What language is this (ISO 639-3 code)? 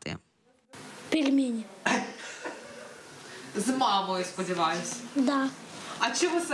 ukr